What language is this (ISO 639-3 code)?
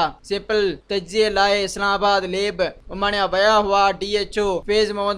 snd